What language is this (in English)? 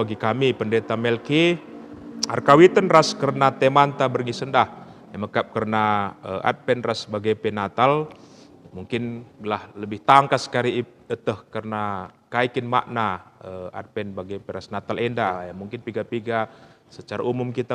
Batak Karo